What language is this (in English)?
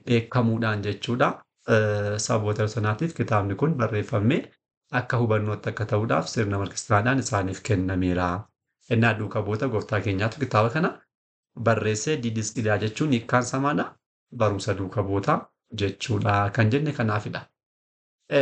Oromo